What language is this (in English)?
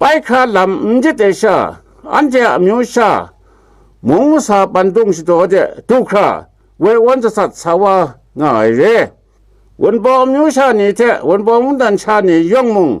Kachin